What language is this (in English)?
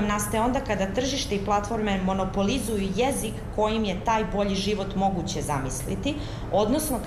Serbian